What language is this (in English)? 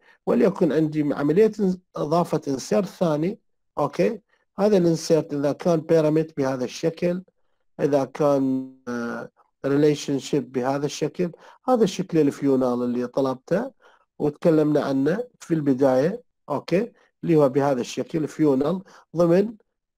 Mesopotamian Arabic